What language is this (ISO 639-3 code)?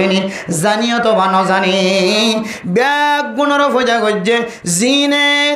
rhg